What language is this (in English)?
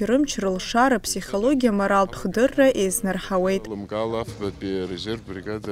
Abkhazian